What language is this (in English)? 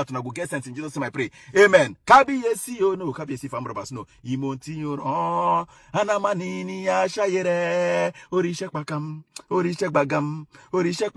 Nigerian Pidgin